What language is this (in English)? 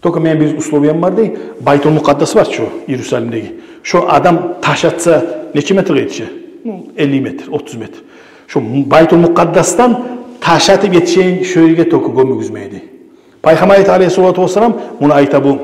Kumyk